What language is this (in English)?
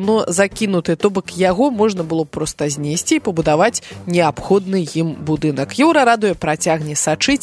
Belarusian